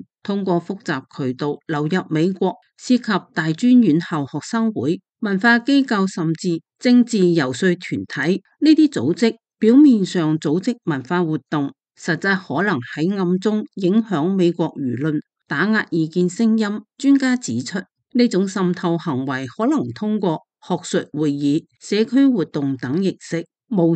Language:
Cantonese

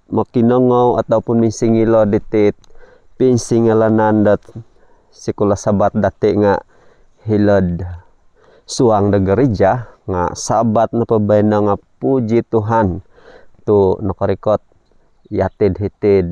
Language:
Central Dusun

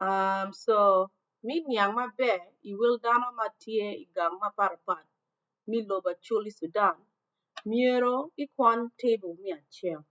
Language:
Acoli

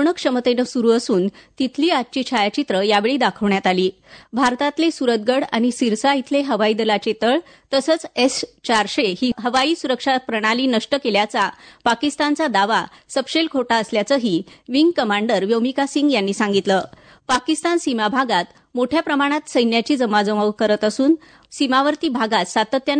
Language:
Marathi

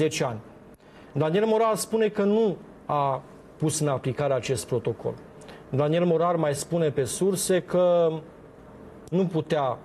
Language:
Romanian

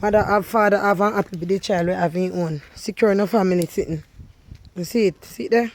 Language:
Jamaican Creole English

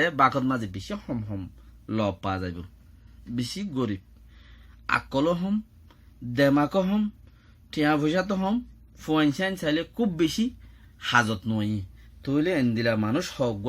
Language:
Rohingya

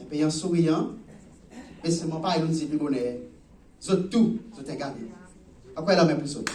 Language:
Seselwa Creole French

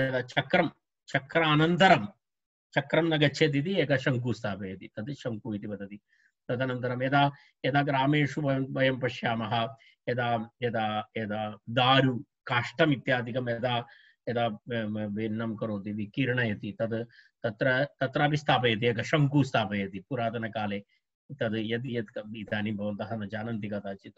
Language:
Sanskrit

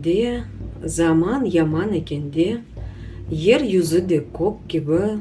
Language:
Crimean Tatar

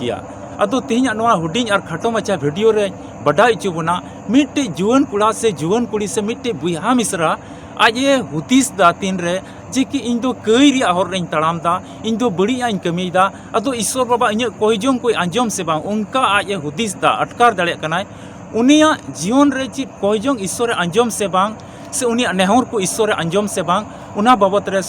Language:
Santali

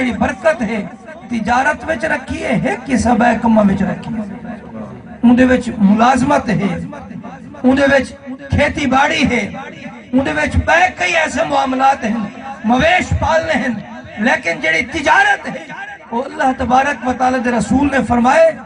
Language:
Saraiki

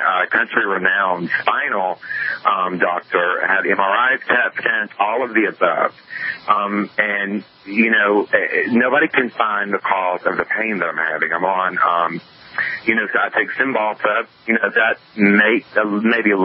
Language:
English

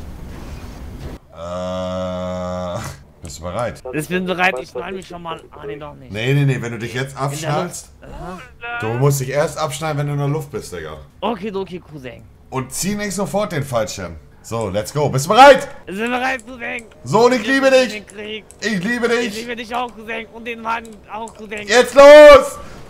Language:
German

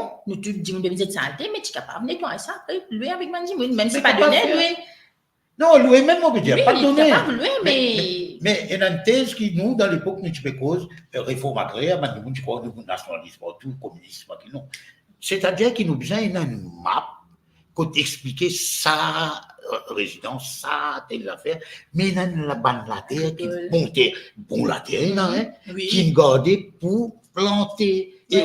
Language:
Morisyen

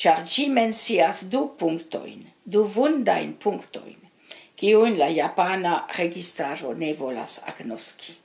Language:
Esperanto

